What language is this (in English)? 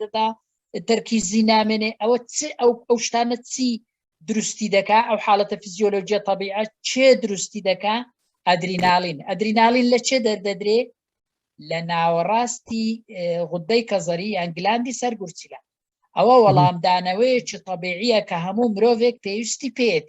Central Kurdish